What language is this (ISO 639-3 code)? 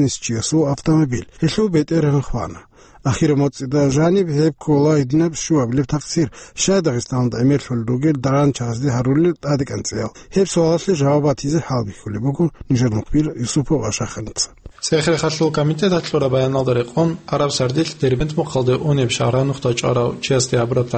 ava